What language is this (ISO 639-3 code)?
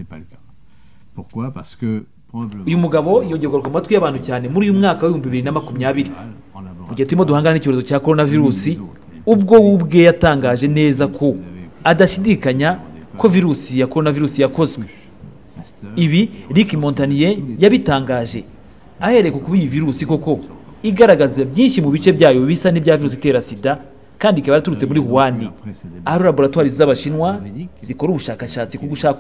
kin